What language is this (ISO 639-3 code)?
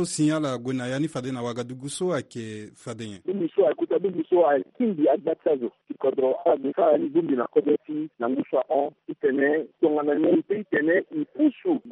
sag